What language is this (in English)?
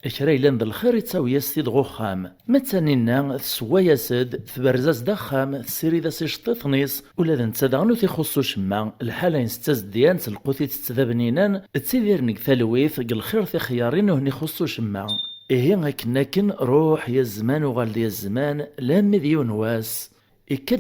Kabyle